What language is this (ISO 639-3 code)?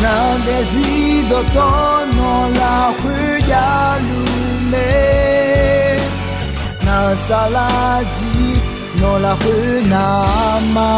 ahk